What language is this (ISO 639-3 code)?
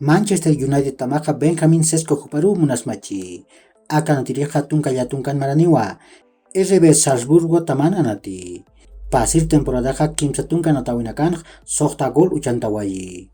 aym